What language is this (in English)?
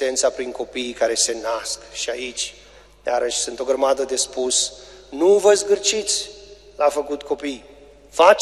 Romanian